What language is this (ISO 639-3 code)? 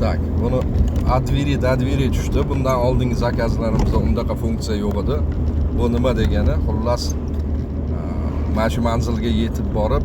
uzb